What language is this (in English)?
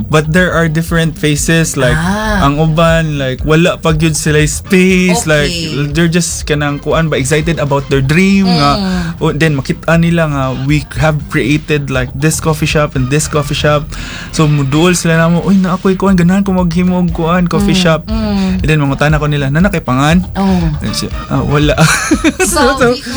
Cebuano